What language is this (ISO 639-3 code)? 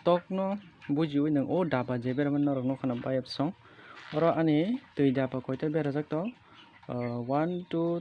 trp